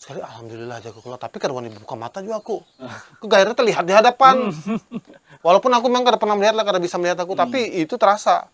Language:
Banjar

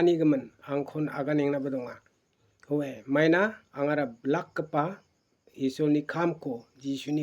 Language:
Garo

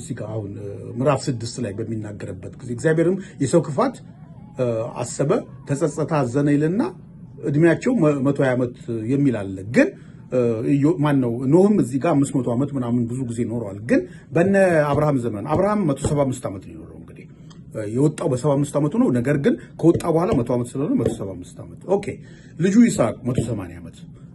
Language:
Amharic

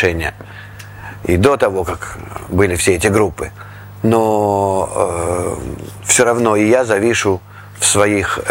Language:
Russian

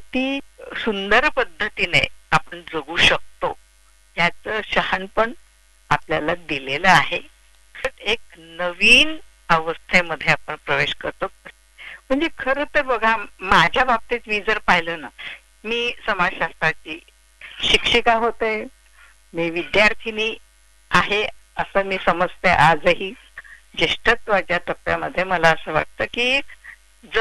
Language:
Marathi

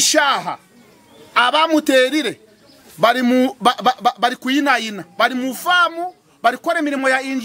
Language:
Nyankole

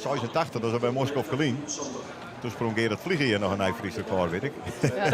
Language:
Western Frisian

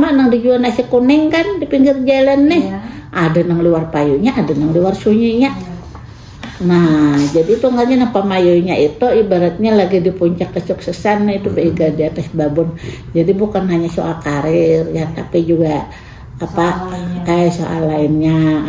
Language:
Banjar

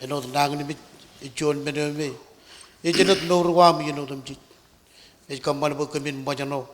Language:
Marshallese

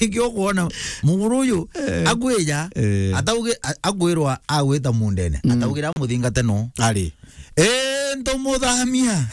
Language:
Meru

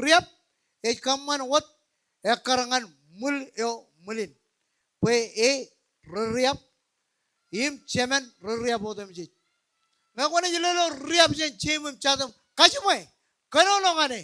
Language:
Marshallese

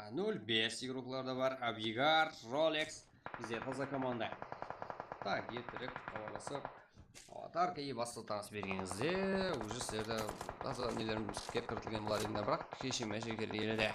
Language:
Kara-Kalpak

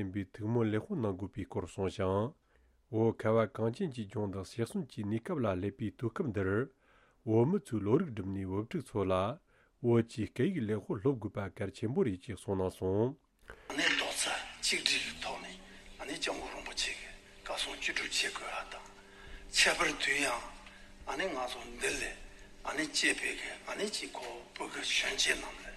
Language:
Tibetan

